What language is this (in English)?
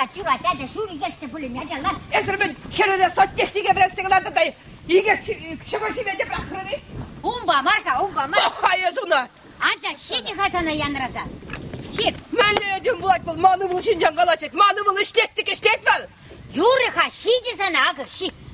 Chuvash